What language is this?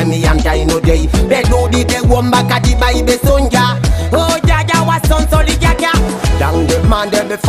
Fula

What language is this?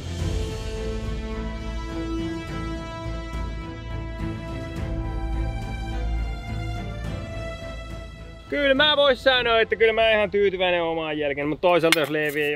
Finnish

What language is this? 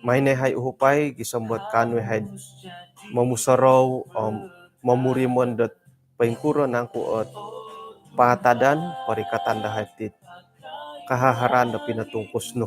Central Dusun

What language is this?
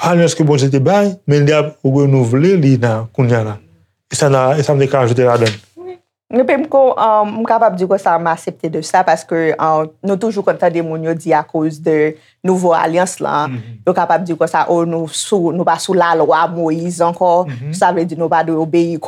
Haitian Creole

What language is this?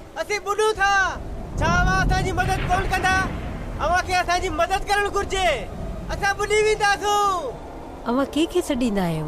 Sindhi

